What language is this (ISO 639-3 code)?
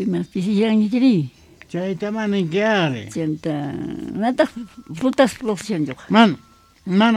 quh